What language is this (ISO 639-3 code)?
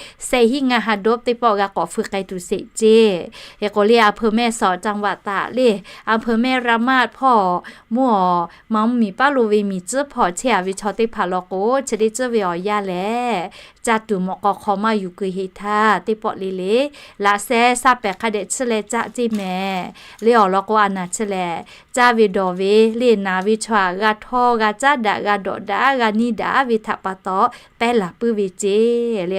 lhu